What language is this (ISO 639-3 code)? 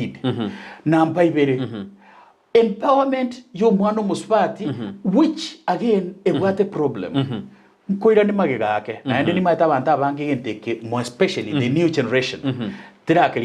guz